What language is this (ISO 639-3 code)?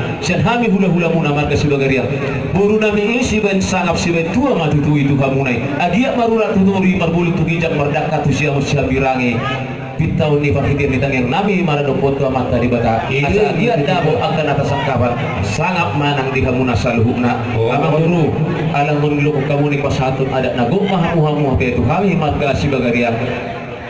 bbc